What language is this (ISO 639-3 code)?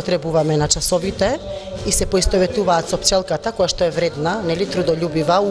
mkd